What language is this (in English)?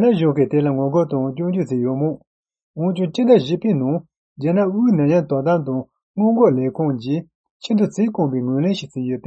Tibetan